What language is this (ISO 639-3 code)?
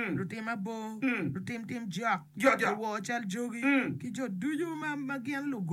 ach